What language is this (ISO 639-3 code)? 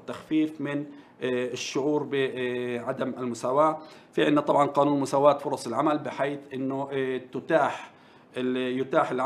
ara